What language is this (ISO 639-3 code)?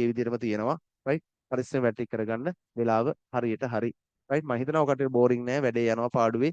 sin